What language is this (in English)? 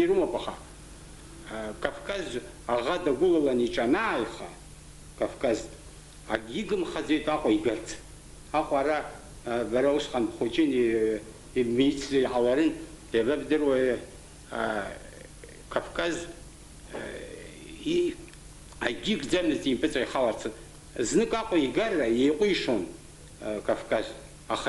Abkhazian